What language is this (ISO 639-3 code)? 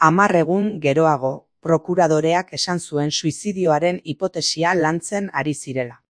eus